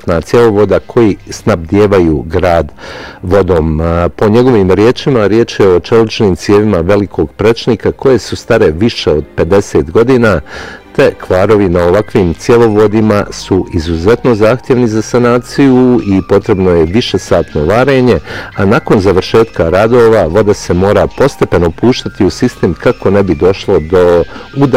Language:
Bosnian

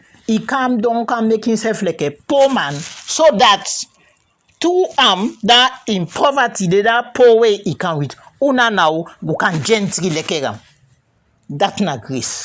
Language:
Krio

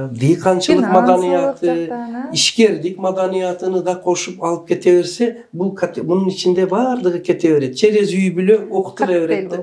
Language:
Kyrgyz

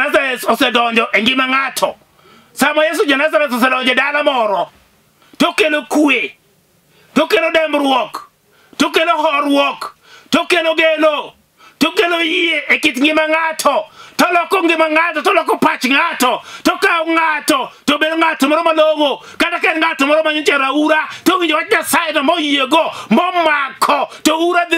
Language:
Luo (Kenya and Tanzania)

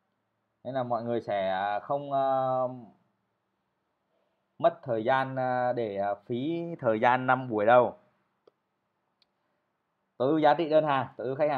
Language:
Vietnamese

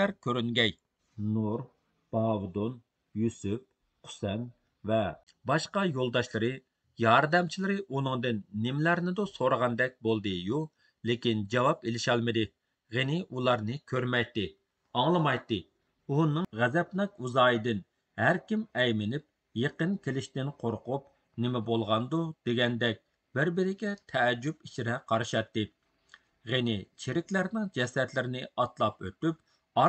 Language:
Uyghur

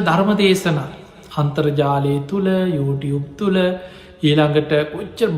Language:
Sinhala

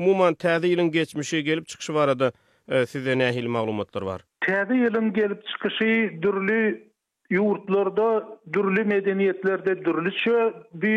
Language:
Turkmen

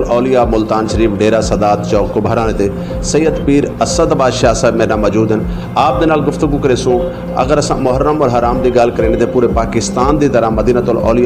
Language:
Saraiki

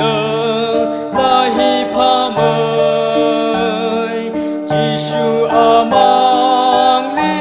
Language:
Tangkhul Naga (India)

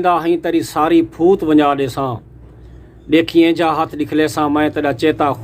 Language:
Saraiki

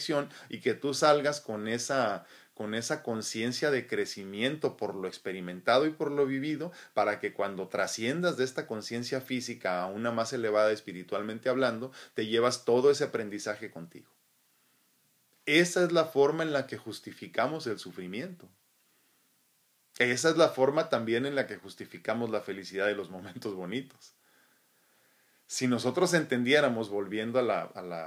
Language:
Spanish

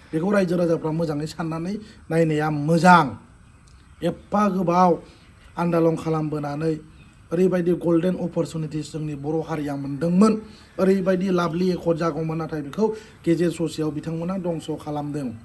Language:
Bodo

